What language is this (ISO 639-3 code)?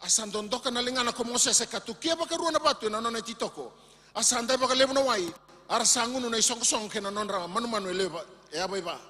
fij